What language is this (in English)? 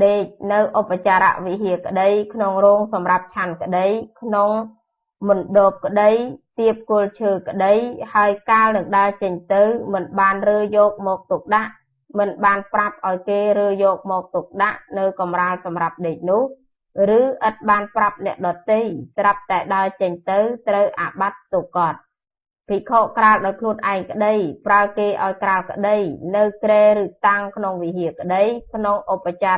Khmer